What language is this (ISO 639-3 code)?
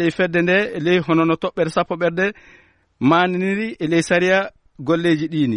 ful